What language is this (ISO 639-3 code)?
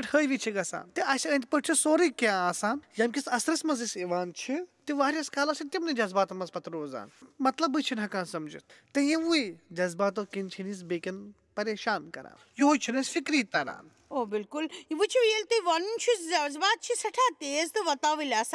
kas